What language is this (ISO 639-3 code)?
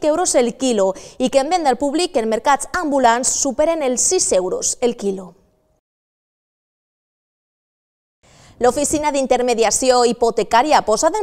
cat